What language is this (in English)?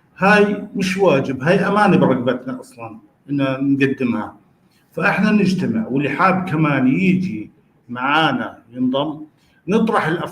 North Levantine Arabic